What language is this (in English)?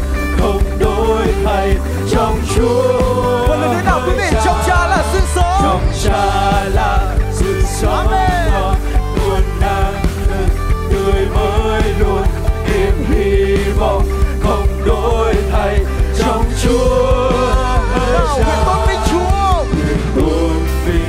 Vietnamese